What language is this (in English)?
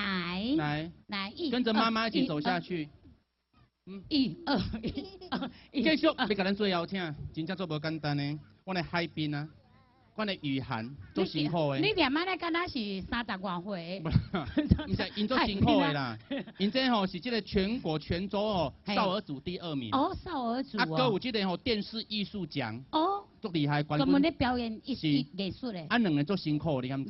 Min Nan Chinese